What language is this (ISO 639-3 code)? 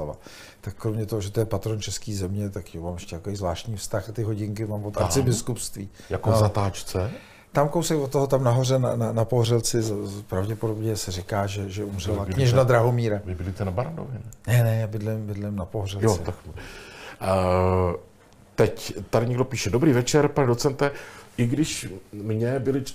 ces